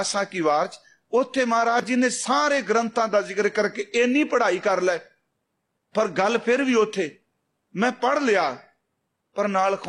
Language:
Punjabi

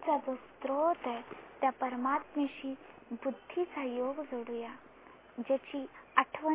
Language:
Marathi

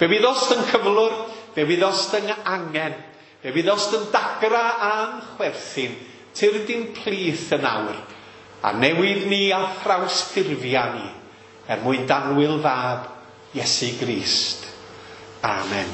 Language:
Welsh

